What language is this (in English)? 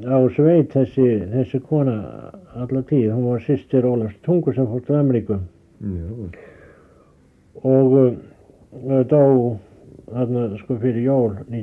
Icelandic